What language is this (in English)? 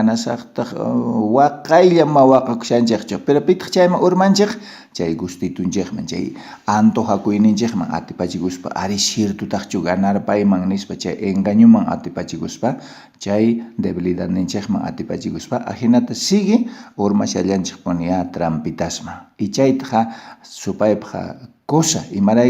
South Bolivian Quechua